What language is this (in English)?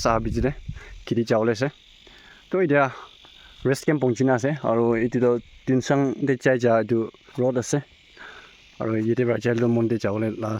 Naga Pidgin